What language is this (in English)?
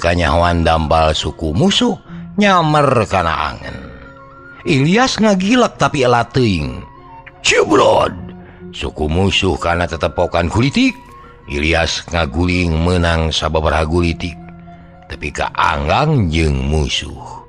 Sundanese